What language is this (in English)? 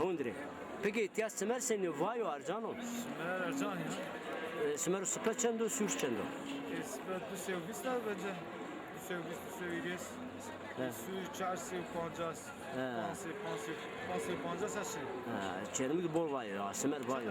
Zaza